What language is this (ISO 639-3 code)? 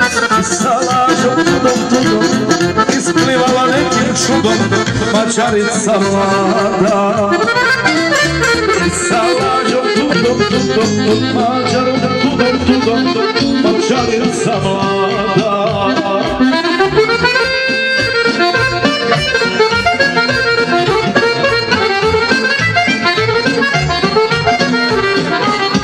srp